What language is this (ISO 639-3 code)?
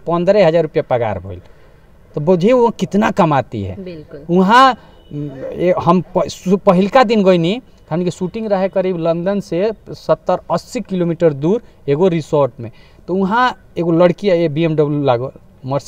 bho